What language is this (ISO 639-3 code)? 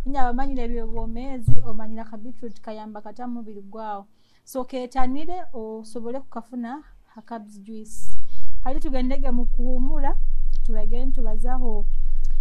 nyo